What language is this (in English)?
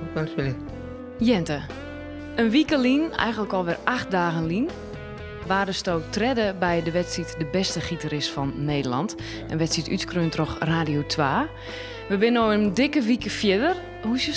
Western Frisian